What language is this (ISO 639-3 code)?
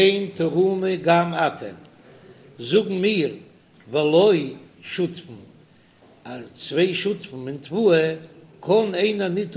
yid